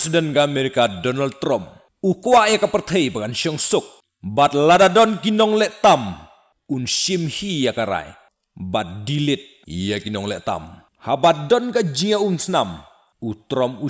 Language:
Khasi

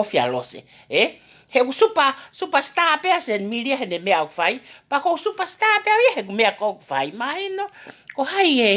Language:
Tongan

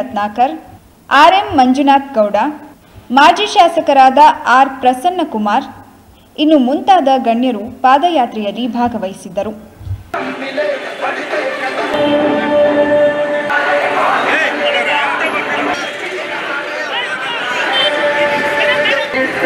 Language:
Kannada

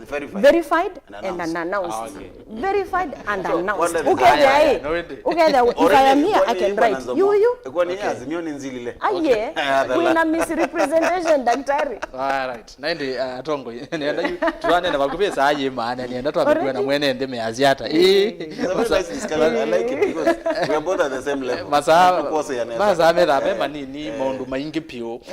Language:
Kamba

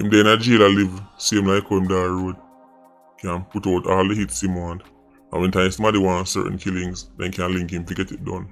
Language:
Jamaican Creole English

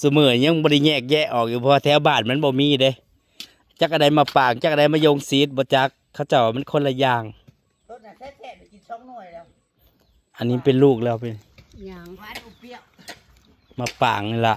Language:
Northeastern Thai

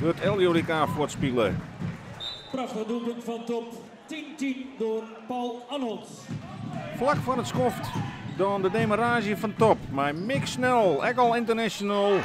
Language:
Western Frisian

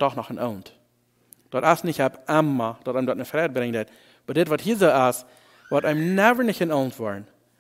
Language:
Plautdietsch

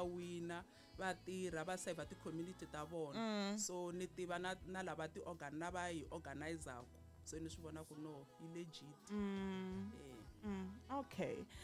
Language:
Tsonga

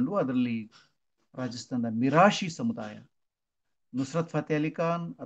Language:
Kannada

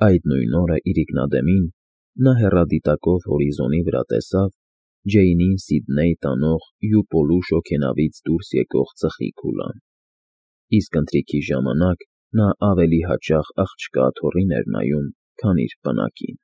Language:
Armenian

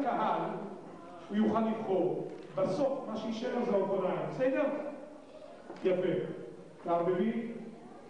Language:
Hebrew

